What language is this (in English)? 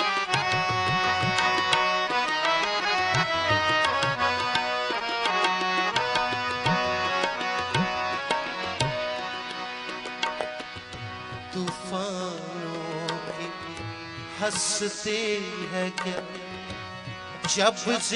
Hindi